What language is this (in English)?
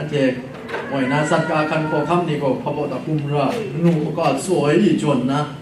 Kachin